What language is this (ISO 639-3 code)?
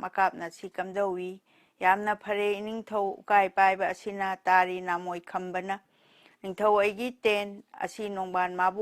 mni